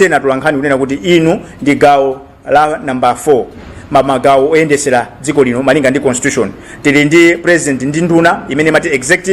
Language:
Nyanja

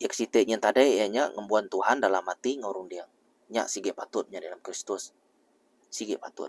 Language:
Iban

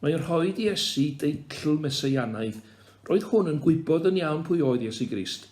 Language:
Welsh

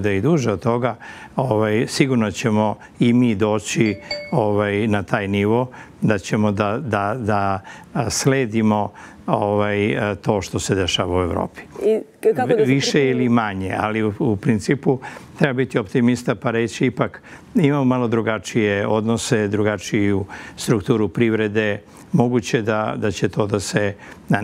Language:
Serbian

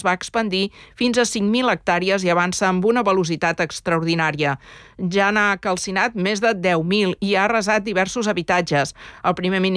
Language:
Catalan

